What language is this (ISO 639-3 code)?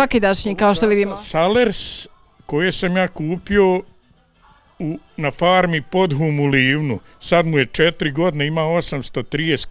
bos